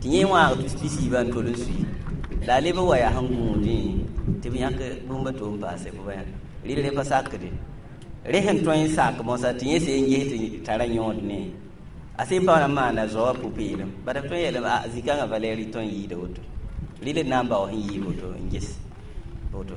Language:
Mossi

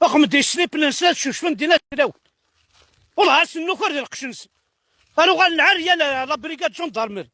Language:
Kabyle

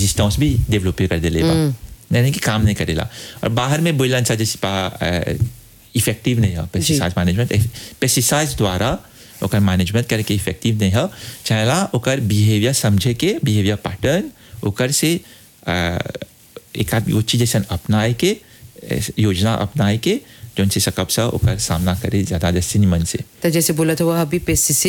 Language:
Bhojpuri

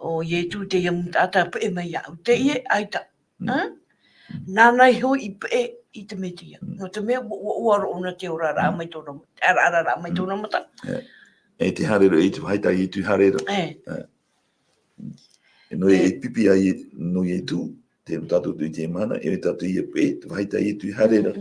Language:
Tahitian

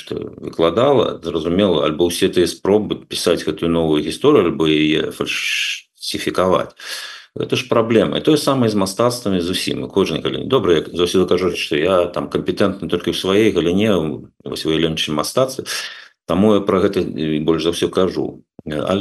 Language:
Belarusian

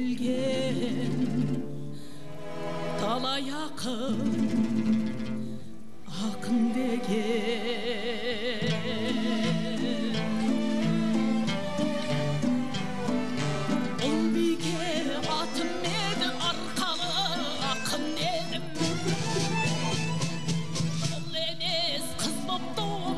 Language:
Kazakh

